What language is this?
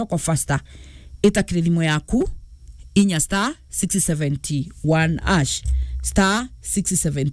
Meru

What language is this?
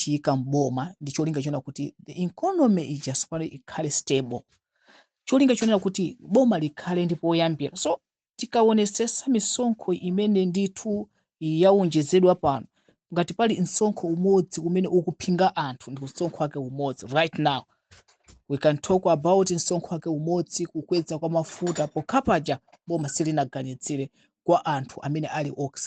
Nyanja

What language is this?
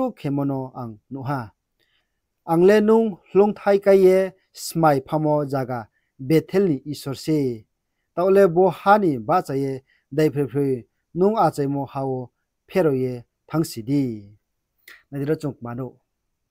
Riang (India)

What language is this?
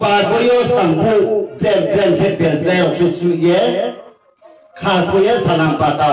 Riang (India)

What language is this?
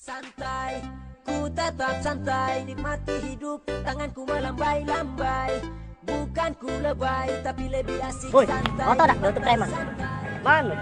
Musi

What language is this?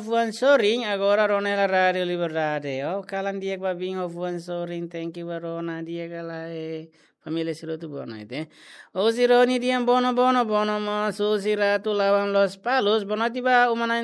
Tetum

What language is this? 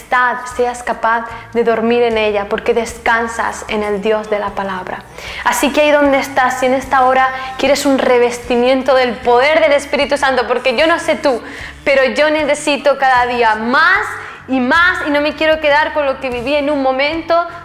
Spanish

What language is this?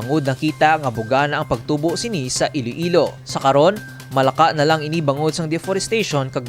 Hiligaynon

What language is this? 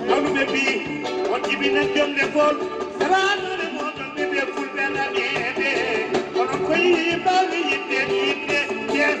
Fula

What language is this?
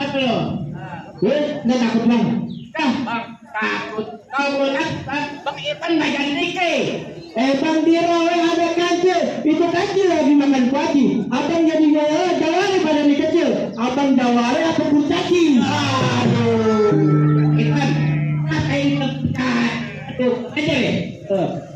Betawi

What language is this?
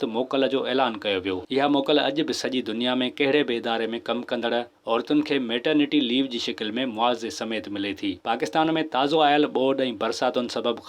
Sindhi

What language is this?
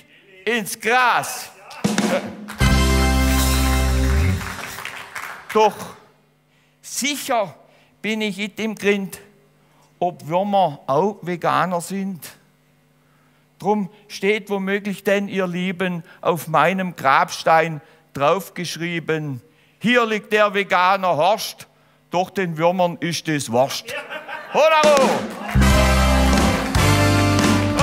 German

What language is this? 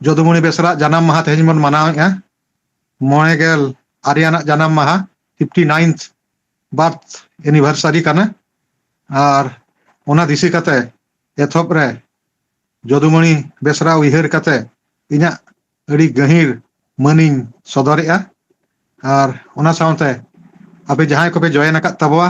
Santali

